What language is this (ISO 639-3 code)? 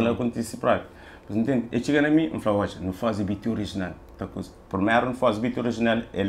kea